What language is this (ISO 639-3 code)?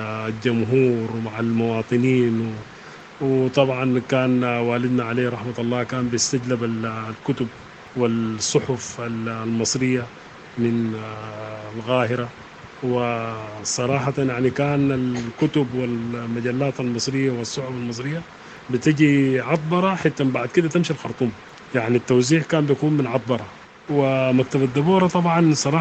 apd